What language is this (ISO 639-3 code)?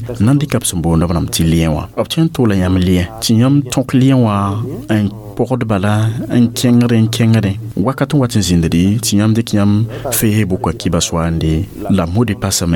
mos